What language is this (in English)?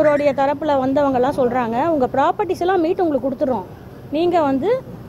Tamil